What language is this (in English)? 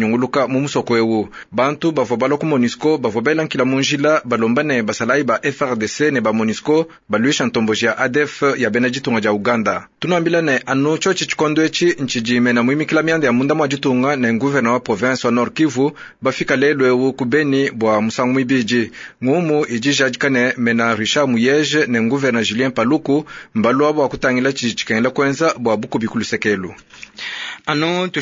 Luba-Lulua